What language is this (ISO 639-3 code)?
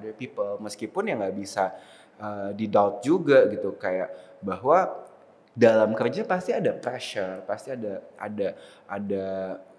ind